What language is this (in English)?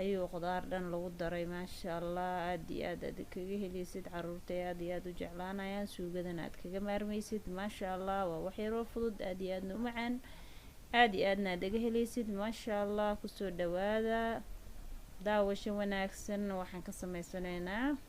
Somali